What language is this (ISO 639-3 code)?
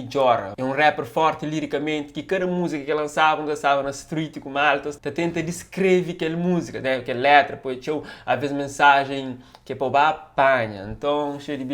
kea